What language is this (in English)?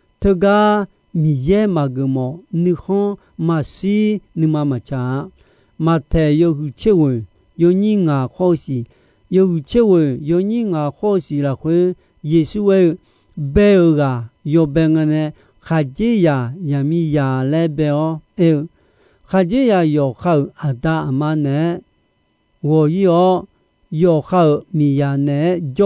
Akha